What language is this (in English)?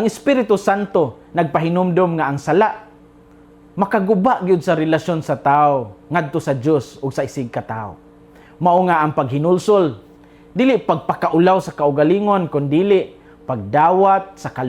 Cebuano